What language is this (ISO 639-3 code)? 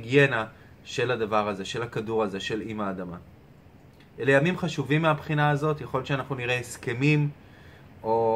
heb